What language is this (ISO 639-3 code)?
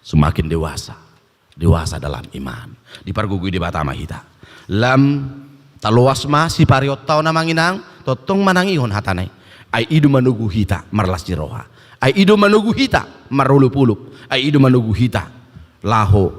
bbc